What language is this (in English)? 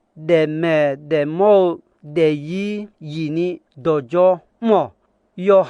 Akha